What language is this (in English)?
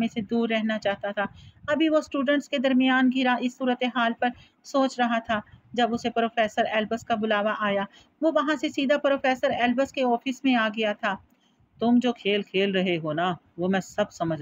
Urdu